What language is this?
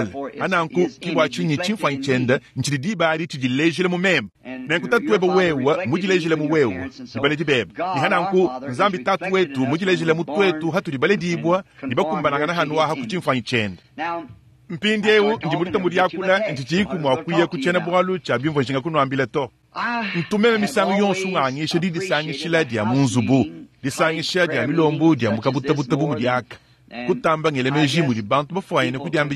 Luba-Lulua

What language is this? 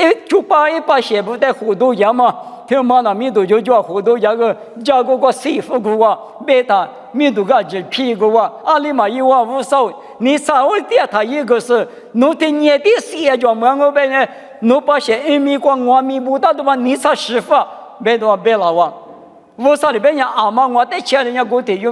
Lisu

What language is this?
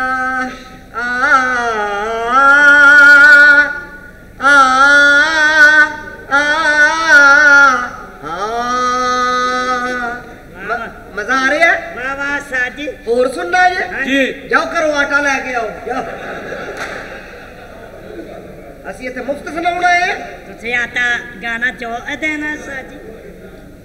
Punjabi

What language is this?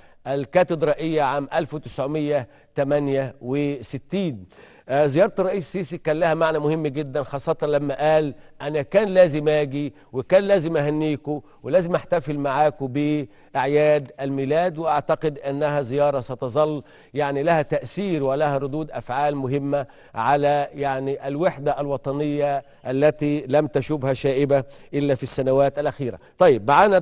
Egyptian Arabic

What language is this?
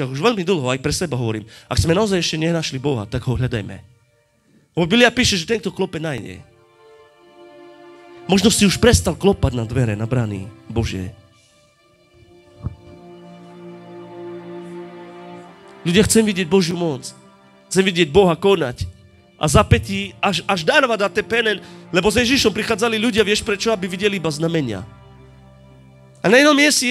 Slovak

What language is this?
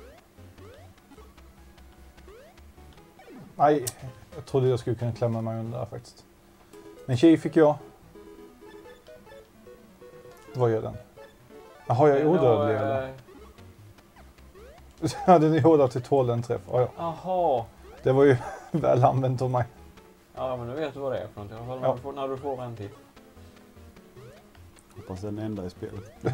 Swedish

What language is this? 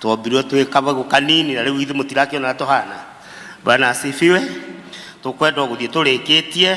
Kikuyu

